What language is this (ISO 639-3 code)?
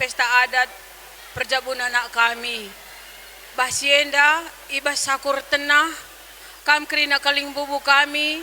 btx